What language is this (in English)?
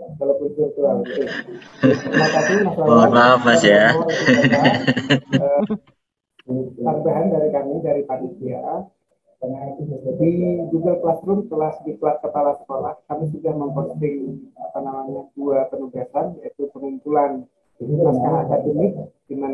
Indonesian